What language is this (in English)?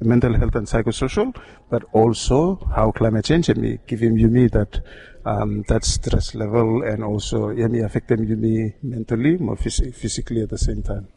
Bislama